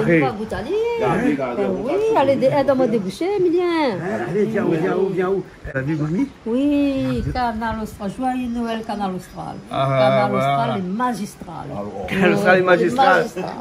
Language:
Réunion Creole French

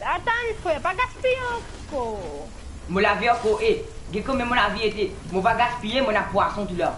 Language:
Morisyen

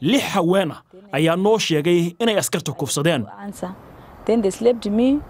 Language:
Somali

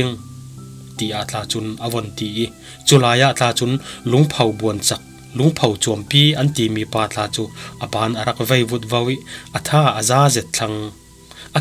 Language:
Falam Chin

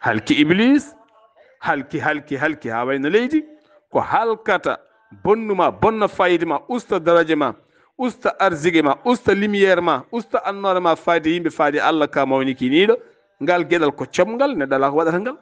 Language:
Fula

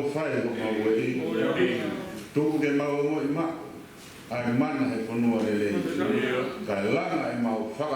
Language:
Tongan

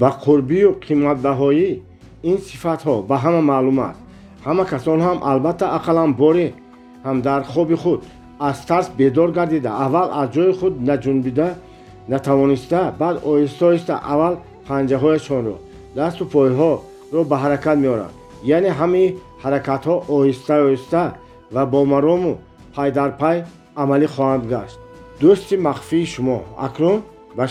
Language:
Tajik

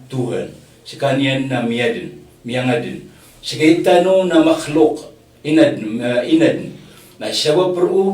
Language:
Maranao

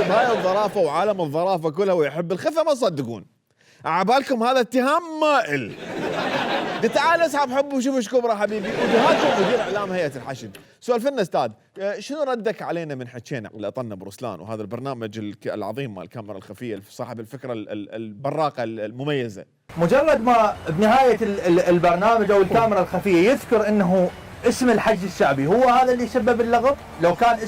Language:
Mesopotamian Arabic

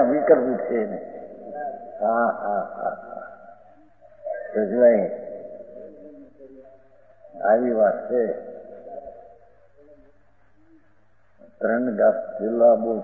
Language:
Gujarati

